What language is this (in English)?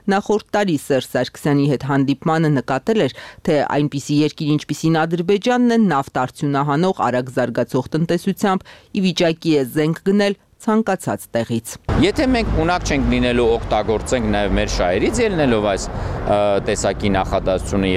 Armenian